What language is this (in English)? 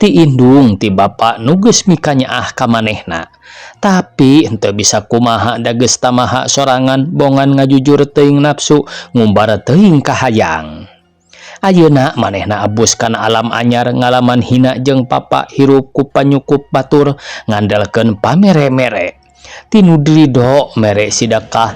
Sundanese